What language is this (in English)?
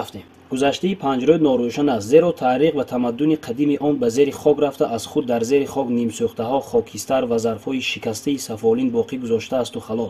Tajik